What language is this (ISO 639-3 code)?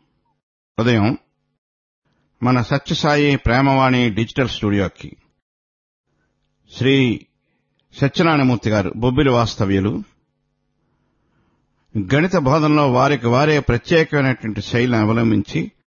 tel